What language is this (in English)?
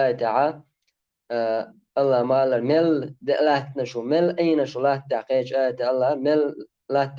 Chechen